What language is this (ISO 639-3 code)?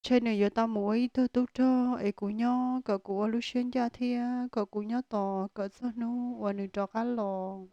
hmn